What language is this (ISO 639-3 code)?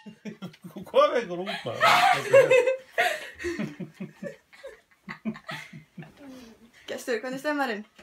isl